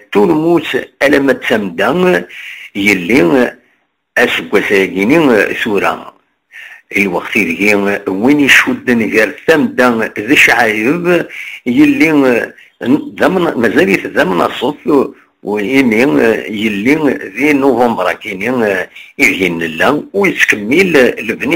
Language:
Kabyle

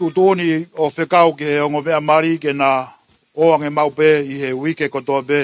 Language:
Tongan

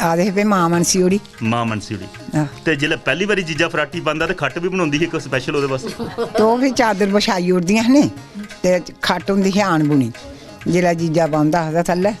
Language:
Dogri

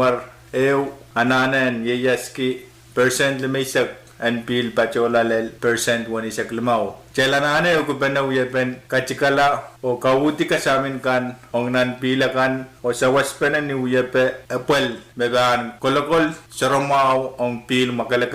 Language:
Pohnpeian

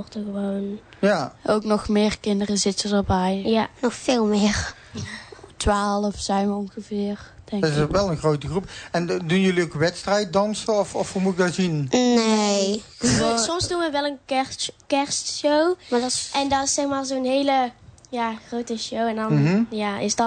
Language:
Dutch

